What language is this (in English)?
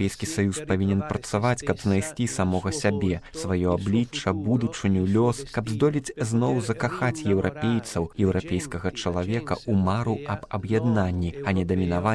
Belarusian